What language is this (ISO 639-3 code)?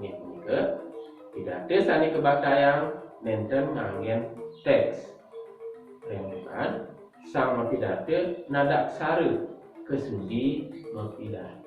ban